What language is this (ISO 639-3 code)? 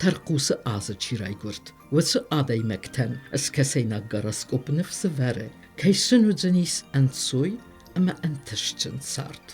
oss